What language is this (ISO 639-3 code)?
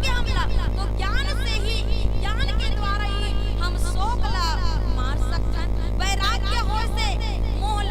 hne